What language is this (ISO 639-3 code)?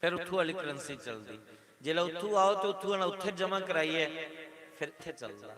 doi